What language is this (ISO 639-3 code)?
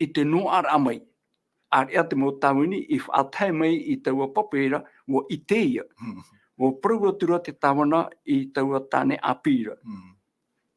tah